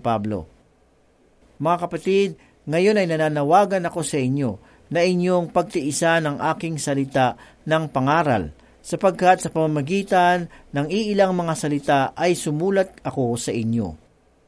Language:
Filipino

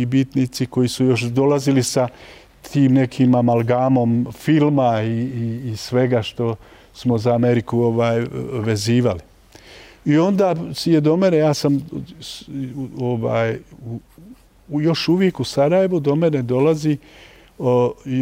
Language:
Bosnian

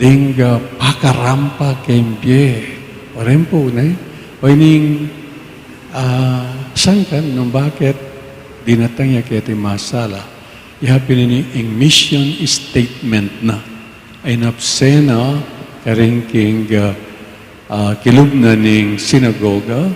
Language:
Pampanga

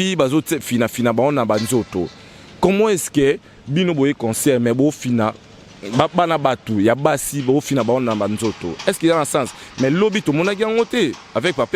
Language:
Lingala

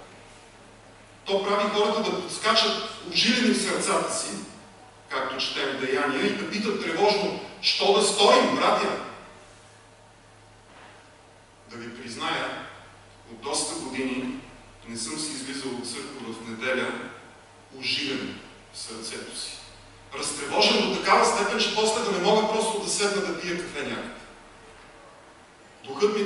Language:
Bulgarian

